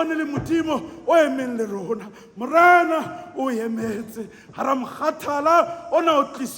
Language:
Southern Sotho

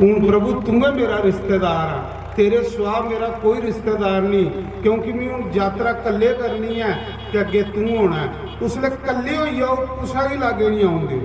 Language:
Dogri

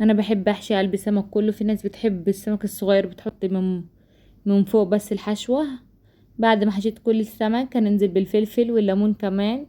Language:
Egyptian Arabic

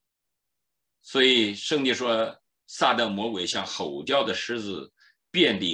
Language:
Chinese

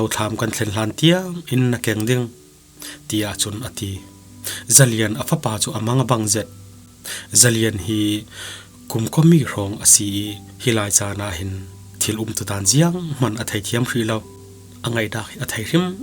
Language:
Falam Chin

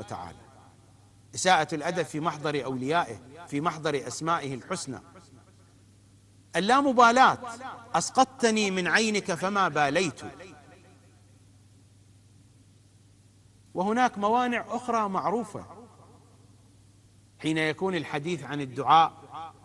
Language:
Arabic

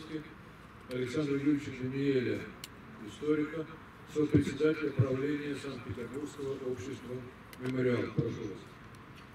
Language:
Russian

